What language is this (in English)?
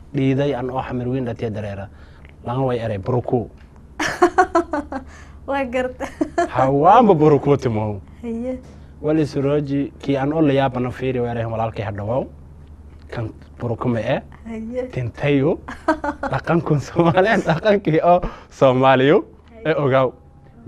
Somali